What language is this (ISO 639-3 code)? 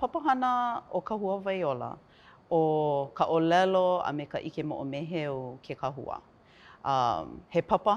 haw